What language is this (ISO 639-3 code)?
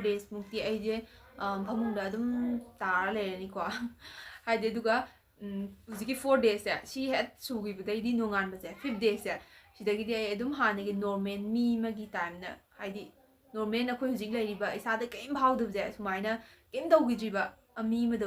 mni